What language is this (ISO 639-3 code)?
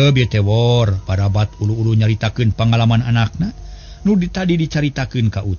sun